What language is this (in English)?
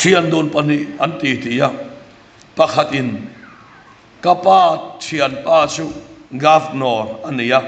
Mizo